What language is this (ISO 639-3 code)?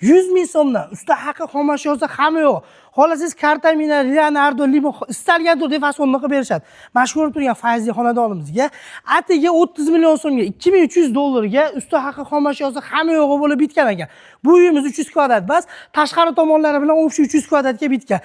uzb